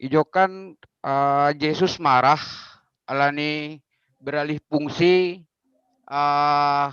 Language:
Batak Simalungun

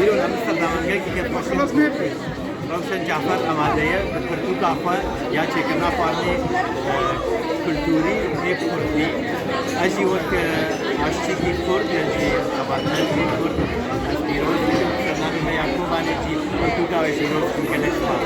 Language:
Kurdish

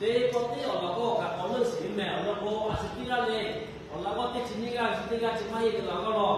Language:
Lahu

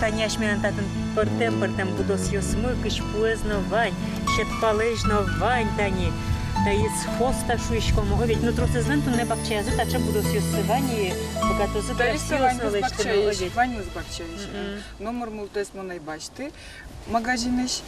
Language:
Udmurt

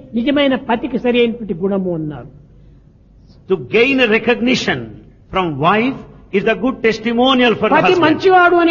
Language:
Telugu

